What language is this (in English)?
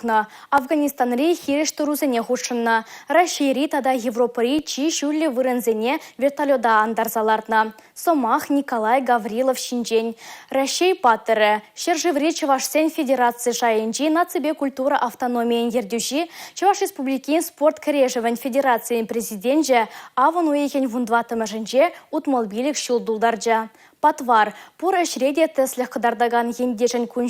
Chuvash